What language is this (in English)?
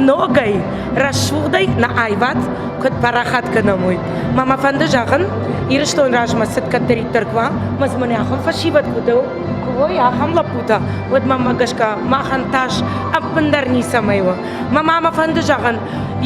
Ossetic